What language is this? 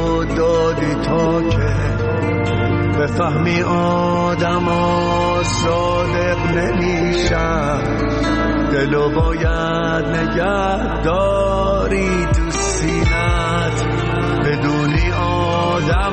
Persian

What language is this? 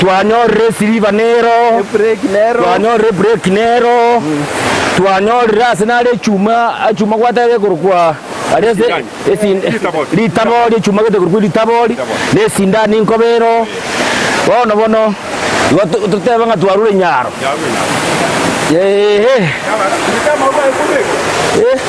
Gusii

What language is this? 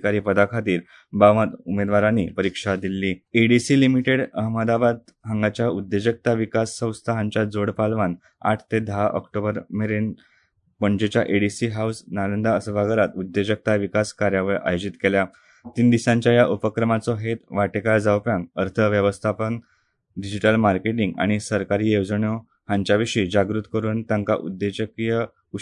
Konkani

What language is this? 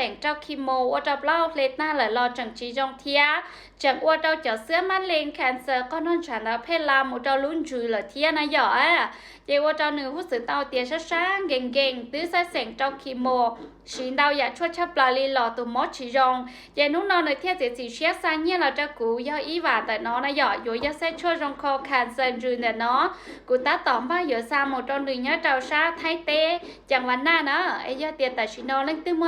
Hmong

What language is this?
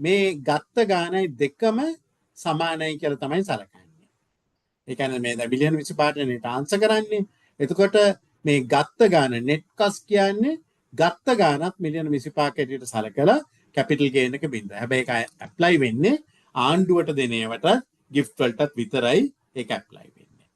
Sinhala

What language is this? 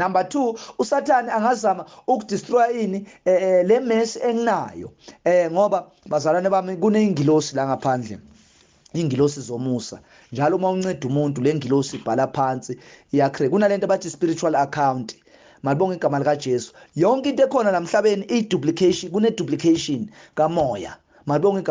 Zulu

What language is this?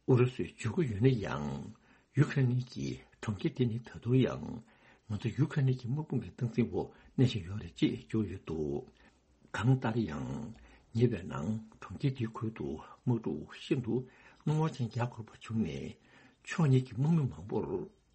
Tibetan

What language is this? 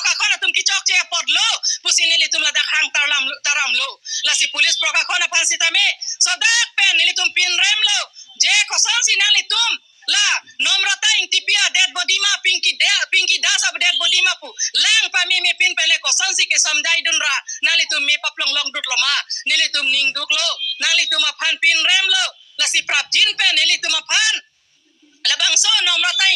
Karbi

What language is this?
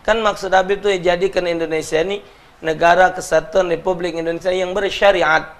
Musi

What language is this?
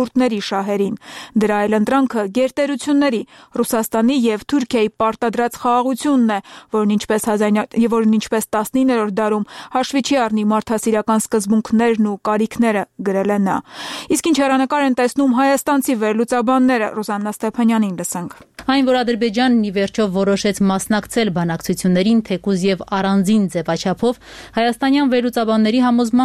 Armenian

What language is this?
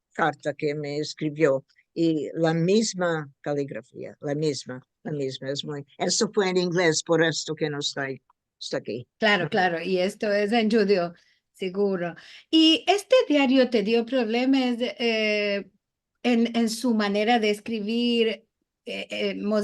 Ladino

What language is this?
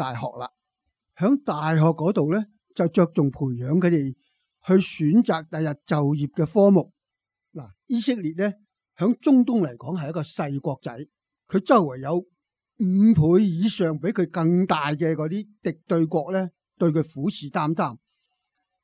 Cantonese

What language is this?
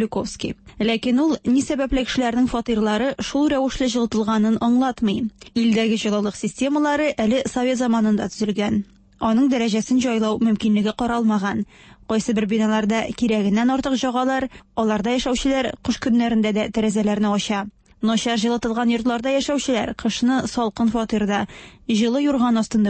Tatar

